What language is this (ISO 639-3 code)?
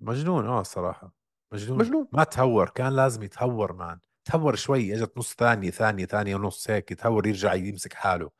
apc